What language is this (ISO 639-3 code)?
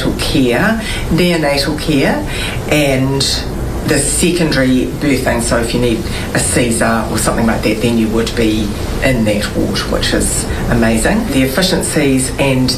mri